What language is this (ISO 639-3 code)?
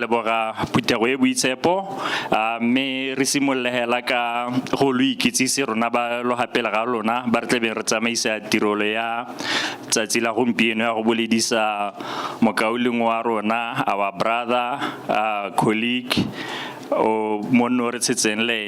tsn